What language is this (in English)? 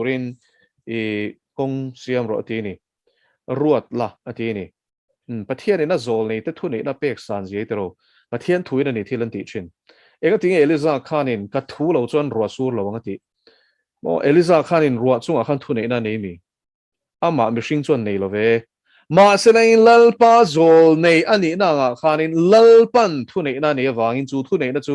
Mizo